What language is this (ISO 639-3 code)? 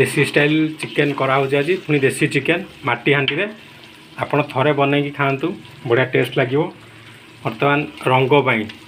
ori